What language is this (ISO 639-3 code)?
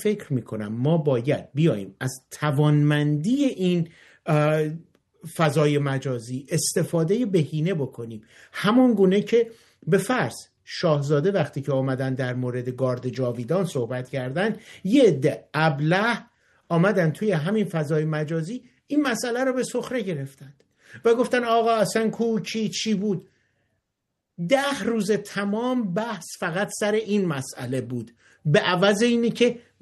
fas